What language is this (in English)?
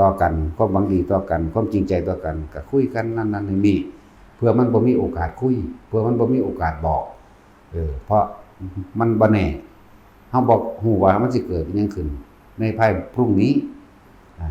Northeastern Thai